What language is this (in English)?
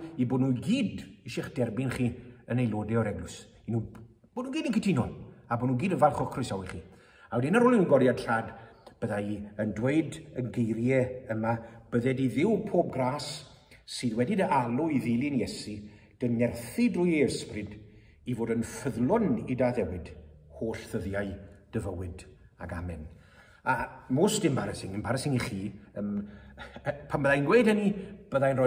Welsh